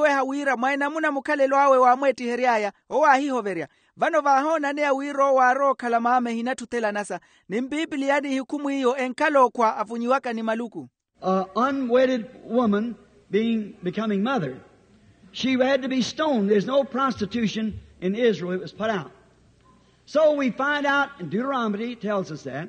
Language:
Makhuwa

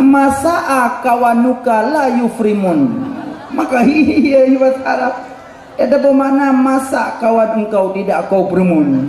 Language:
Achinese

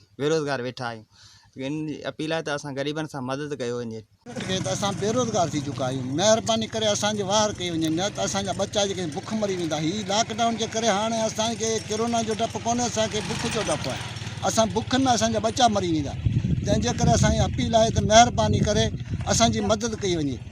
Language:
Sindhi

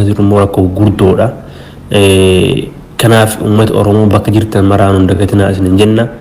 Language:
Oromo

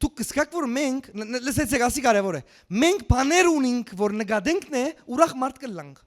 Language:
Western Armenian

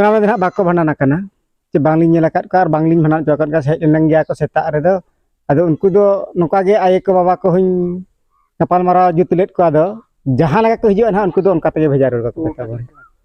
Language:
Santali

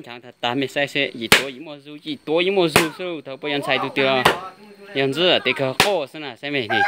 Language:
Hmong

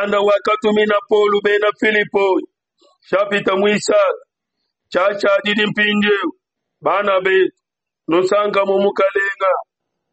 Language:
Luba-Lulua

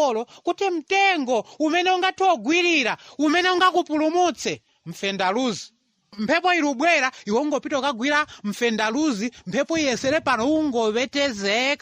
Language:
Nyanja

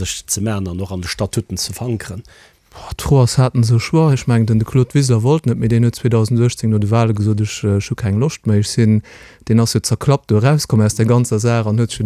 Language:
Luxembourgish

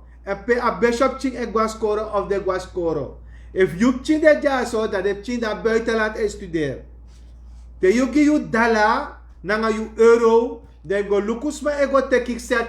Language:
Sranan Tongo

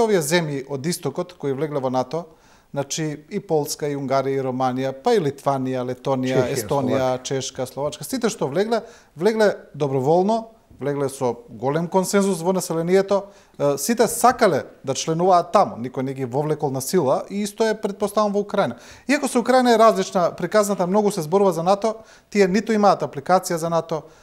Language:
Macedonian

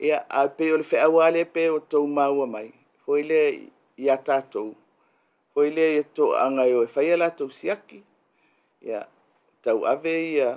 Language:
Samoan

